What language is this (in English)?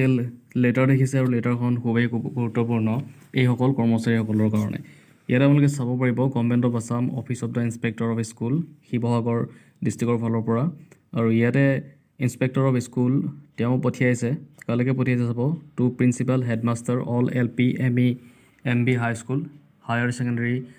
Assamese